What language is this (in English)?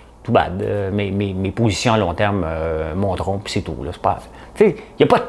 French